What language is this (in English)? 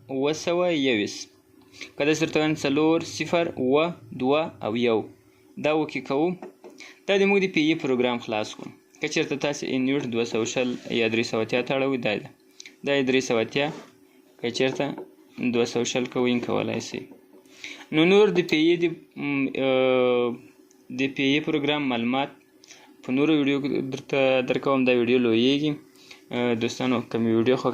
Pashto